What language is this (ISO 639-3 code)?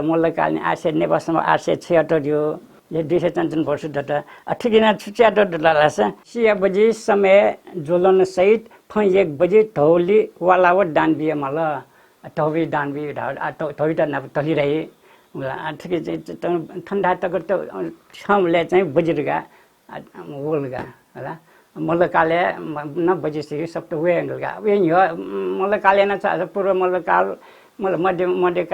new